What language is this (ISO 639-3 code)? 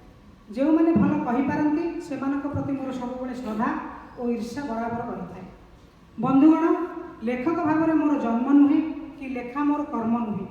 ori